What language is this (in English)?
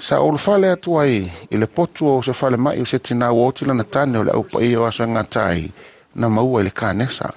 Samoan